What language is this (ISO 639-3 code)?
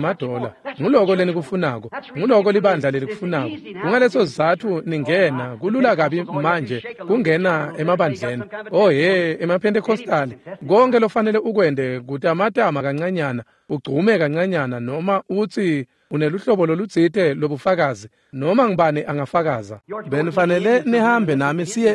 ssw